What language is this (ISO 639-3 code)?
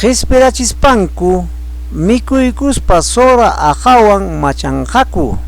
quy